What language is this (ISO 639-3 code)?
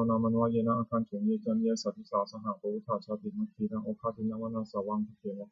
pli